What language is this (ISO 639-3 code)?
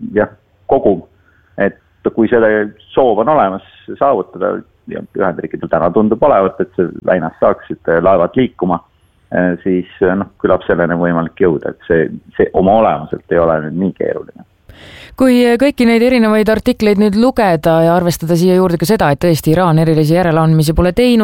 est